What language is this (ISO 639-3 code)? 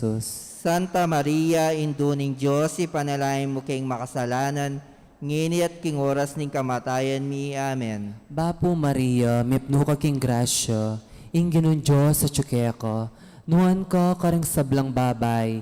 pam